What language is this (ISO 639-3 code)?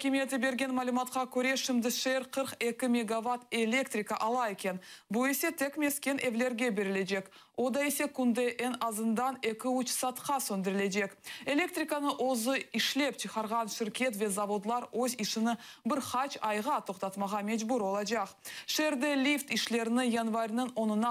crh